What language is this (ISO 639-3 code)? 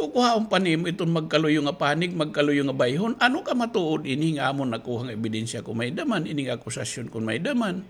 war